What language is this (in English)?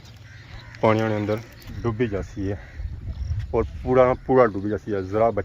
Pahari-Potwari